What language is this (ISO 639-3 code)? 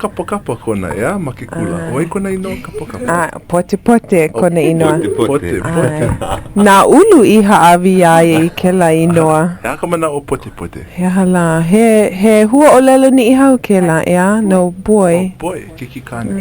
haw